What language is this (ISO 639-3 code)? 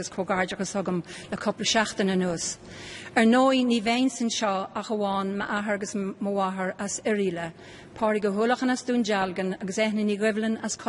gle